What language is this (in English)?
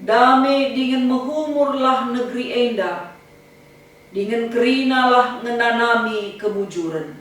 Batak Karo